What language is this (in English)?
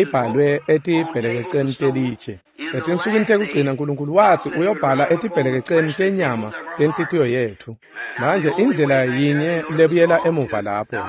Swati